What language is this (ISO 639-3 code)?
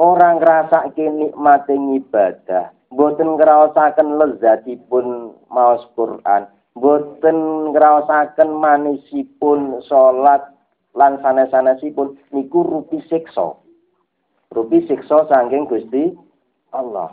jav